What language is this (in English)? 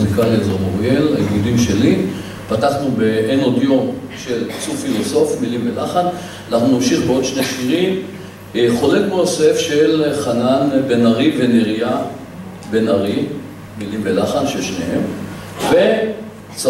Hebrew